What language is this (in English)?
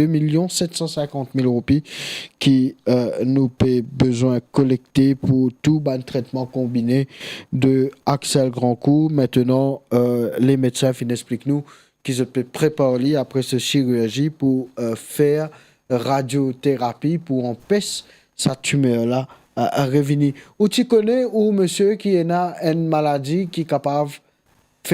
Morisyen